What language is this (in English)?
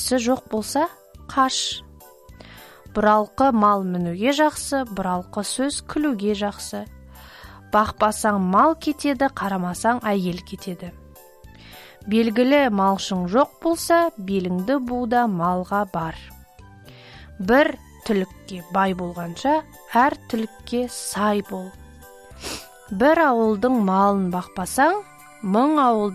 Kazakh